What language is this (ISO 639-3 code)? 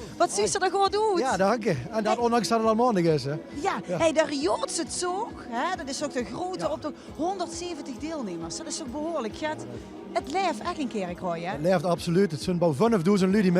lim